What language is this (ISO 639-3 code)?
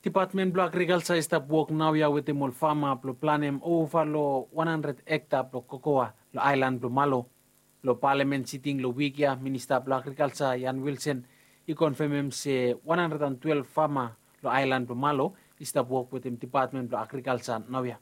bis